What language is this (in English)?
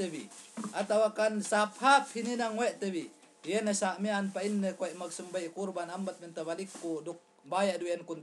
Yakan